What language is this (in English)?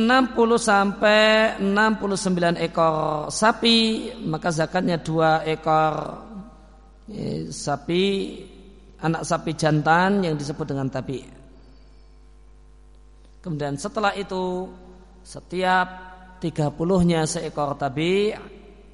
Indonesian